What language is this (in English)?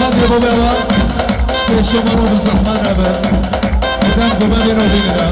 Kurdish